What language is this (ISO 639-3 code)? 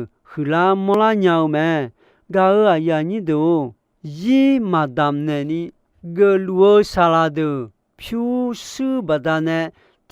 ahk